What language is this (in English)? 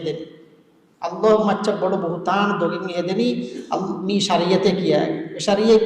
Divehi